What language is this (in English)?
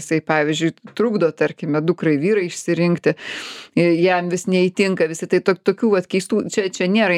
Lithuanian